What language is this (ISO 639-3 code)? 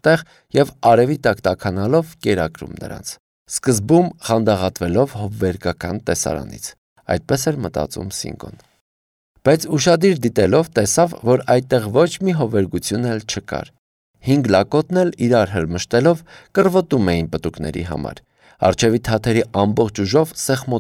hye